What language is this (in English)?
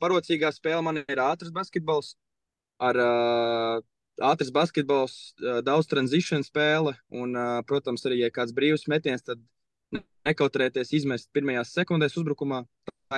Latvian